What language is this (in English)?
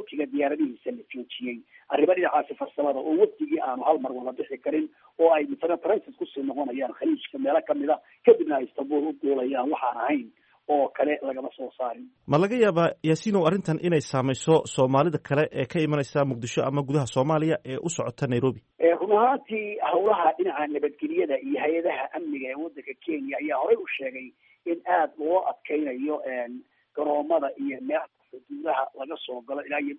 Somali